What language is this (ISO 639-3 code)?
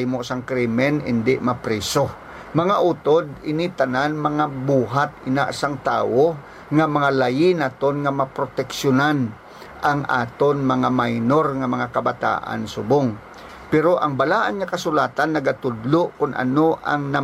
hil